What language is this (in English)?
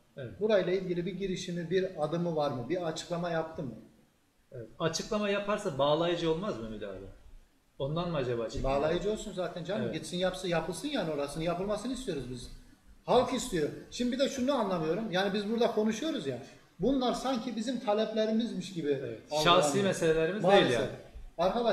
Turkish